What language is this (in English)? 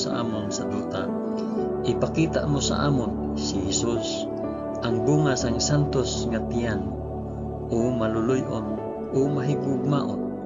Hiligaynon